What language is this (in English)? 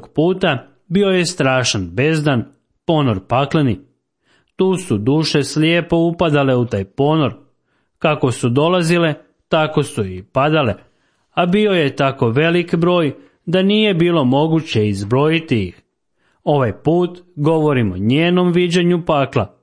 Croatian